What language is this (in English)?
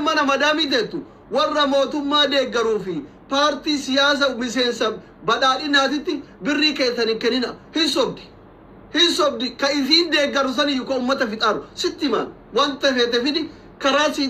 Oromo